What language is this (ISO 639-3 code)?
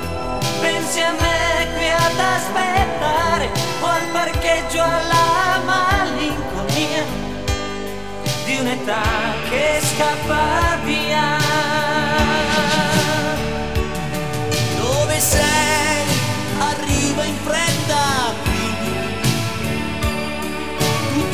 ita